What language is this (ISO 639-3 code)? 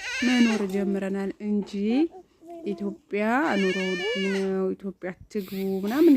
amh